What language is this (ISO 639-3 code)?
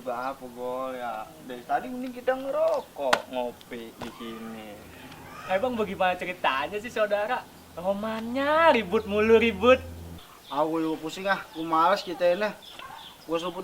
bew